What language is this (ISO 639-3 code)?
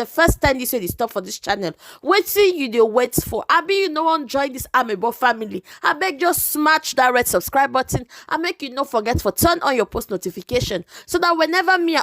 pcm